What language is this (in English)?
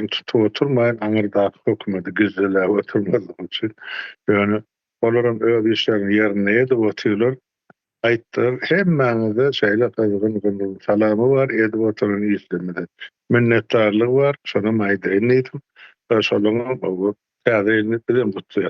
Turkmen